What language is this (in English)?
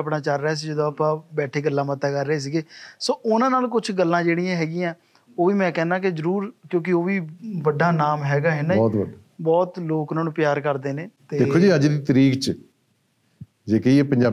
Punjabi